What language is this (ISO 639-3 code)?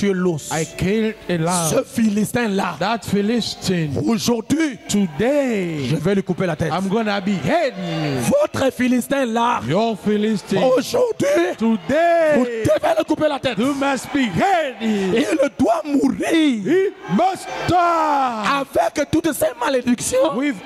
fra